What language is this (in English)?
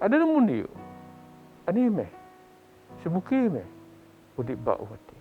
Biatah Bidayuh